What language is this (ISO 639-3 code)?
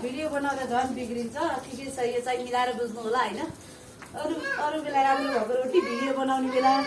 nep